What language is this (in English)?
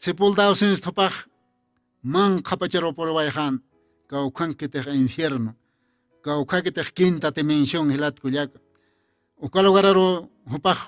Aymara